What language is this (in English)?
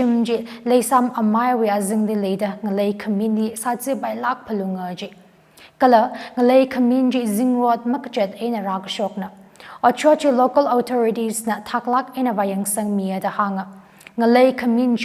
Tangkhul Naga (India)